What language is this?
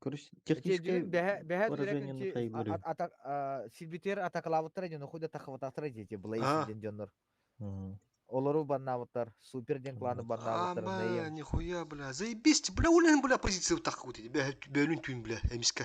Yakut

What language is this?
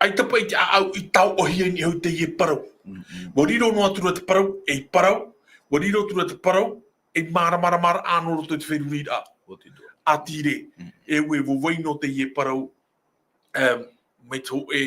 Tahitian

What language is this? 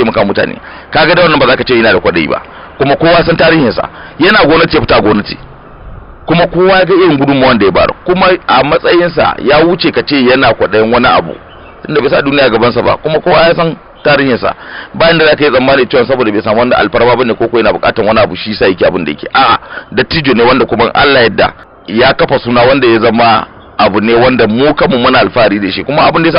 Hausa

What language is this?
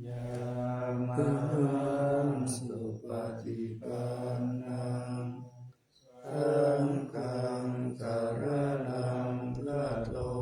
Pali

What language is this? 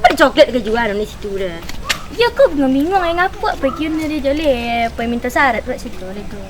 Minangkabau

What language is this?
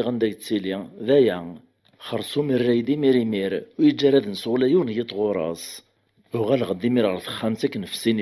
Kabyle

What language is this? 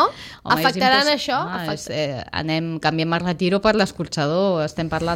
Catalan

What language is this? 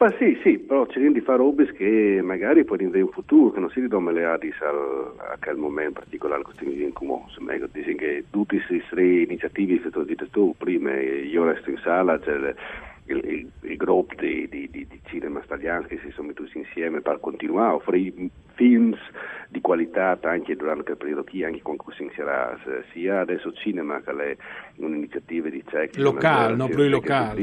Friulian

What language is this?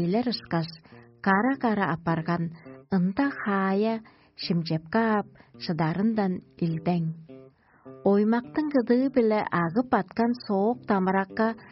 Tuvinian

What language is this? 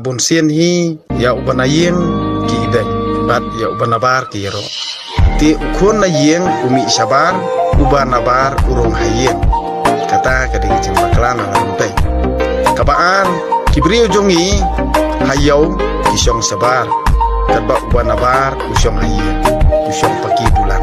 Khasi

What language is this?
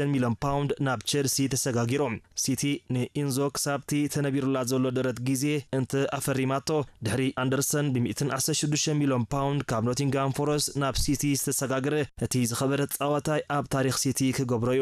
Tigrinya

